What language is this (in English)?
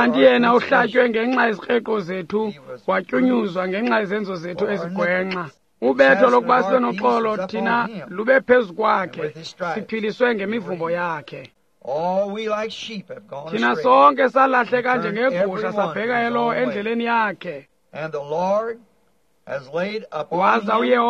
Xhosa